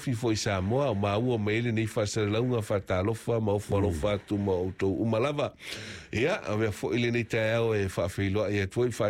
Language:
Samoan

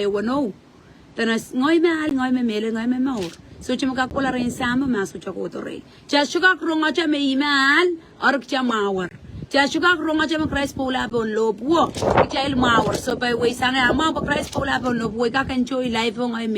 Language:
Pohnpeian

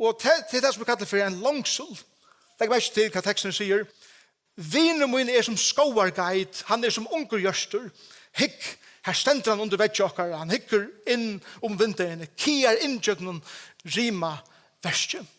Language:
Faroese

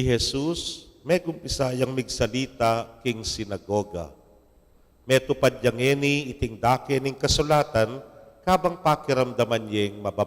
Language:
Pampanga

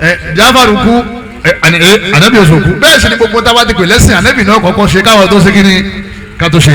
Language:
Yoruba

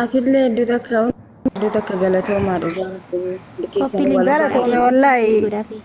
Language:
Oromo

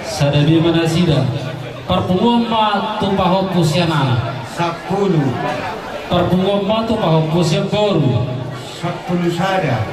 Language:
Batak Toba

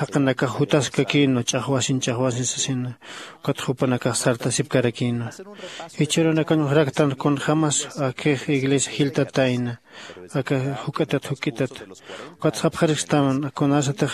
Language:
Aymara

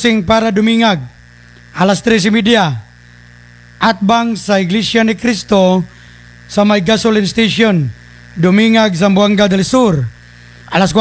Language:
Cebuano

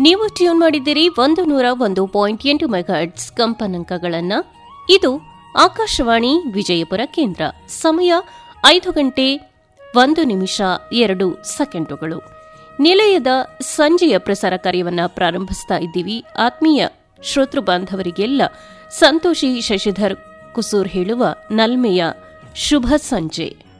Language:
Kannada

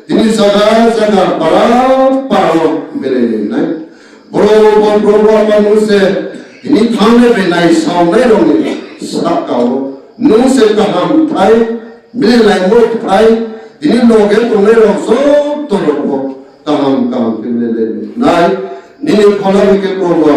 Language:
Riang (India)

